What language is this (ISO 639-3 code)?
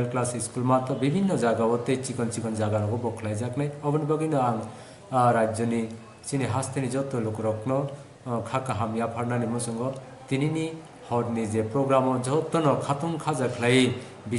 trp